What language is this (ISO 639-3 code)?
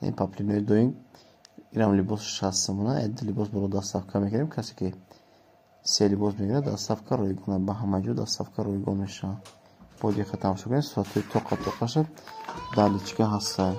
tgk